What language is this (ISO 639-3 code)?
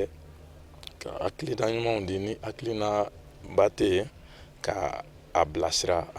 bam